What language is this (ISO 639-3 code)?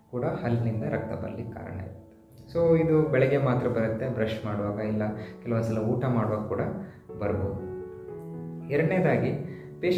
kan